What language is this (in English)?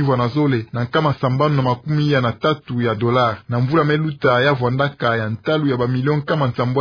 Kituba (Democratic Republic of Congo)